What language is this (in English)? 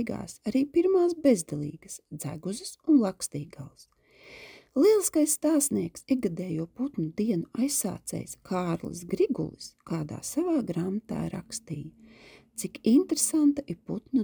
Latvian